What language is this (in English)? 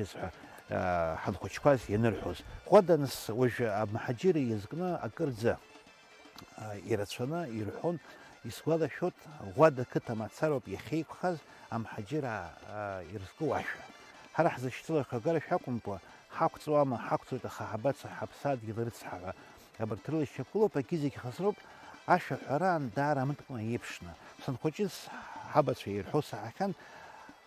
Abkhazian